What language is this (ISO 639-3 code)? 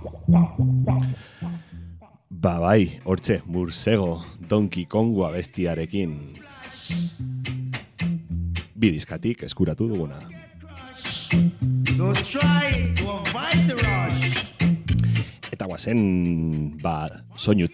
eus